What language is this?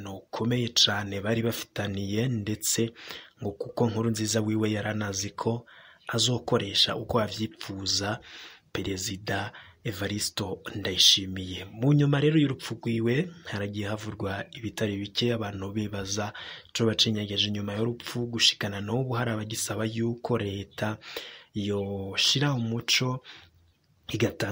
Rundi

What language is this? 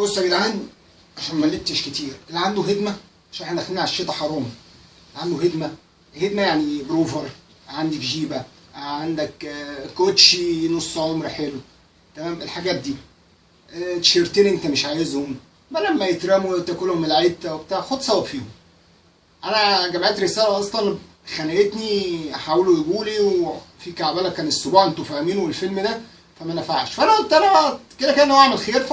Egyptian Arabic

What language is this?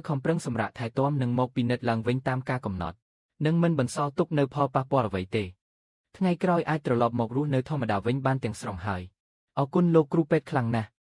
Khmer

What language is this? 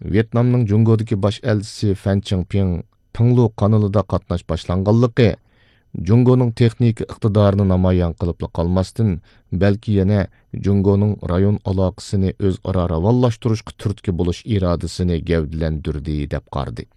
Uyghur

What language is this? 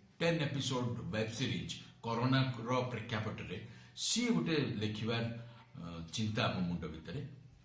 Odia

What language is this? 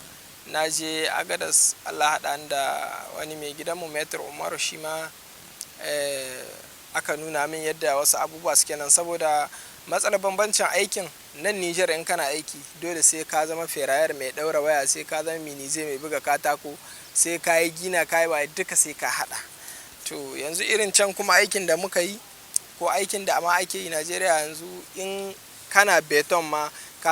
Hausa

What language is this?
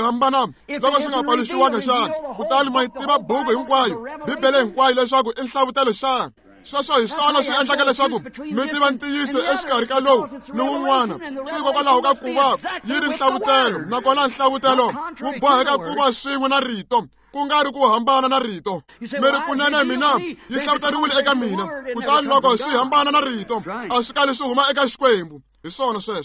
Tsonga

